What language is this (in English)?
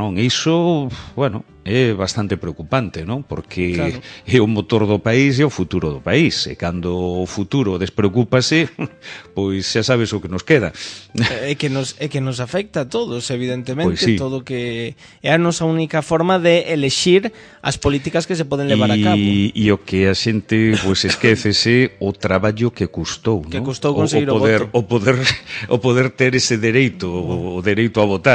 Galician